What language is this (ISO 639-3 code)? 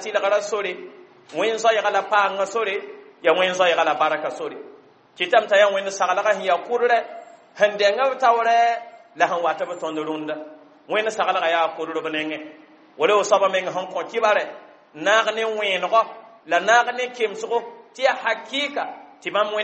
mos